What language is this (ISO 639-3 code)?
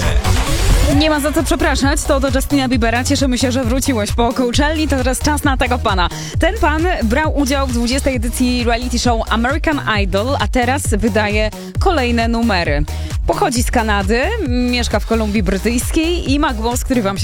pol